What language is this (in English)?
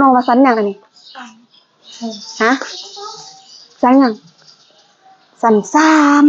Lao